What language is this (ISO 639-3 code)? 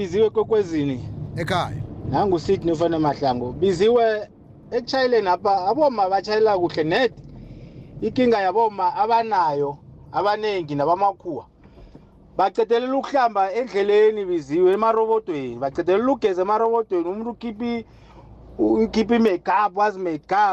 nbl